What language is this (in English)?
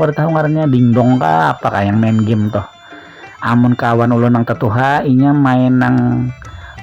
Banjar